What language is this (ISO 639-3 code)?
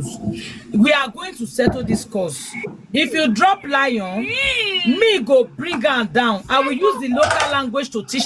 pcm